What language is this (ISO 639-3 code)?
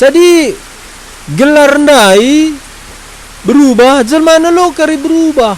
btx